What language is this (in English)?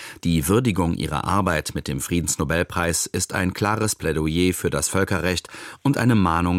German